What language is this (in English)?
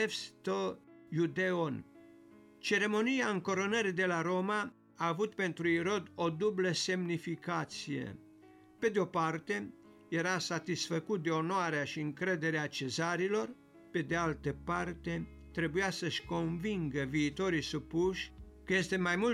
Romanian